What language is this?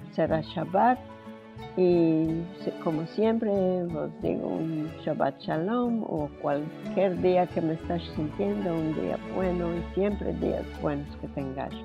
Ladino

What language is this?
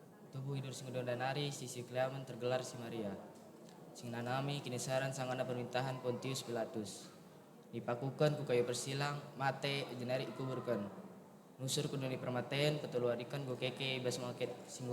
Batak Karo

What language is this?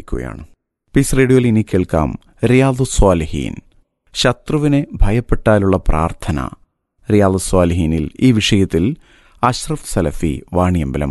Malayalam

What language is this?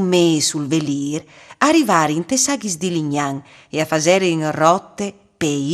Friulian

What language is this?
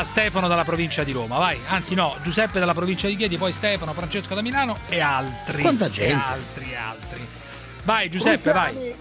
Italian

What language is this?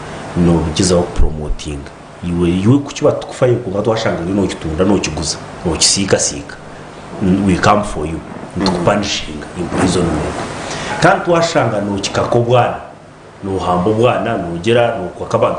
Nyankole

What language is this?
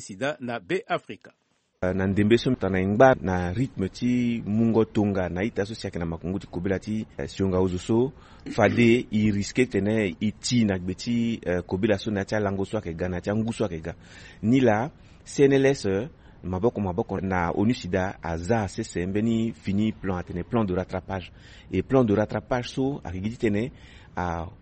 Sango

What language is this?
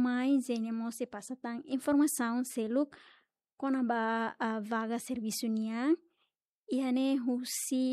Tetum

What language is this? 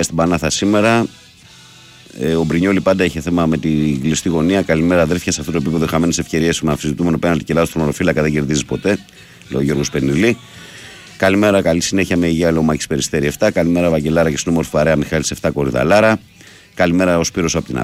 Greek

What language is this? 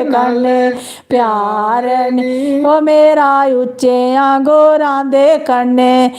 Dogri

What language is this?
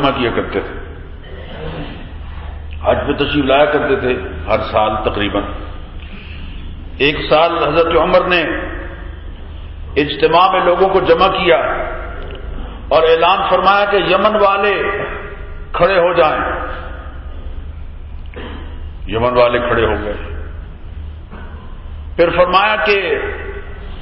Urdu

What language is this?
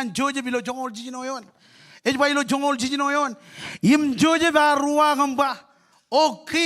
Marshallese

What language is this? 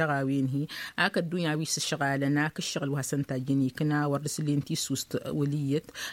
Tamasheq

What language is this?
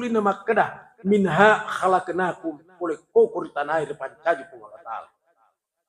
Buginese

